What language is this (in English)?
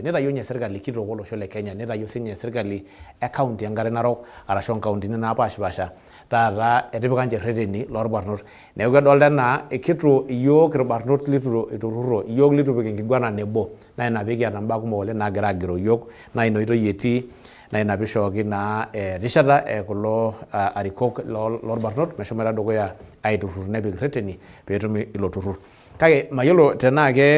Masai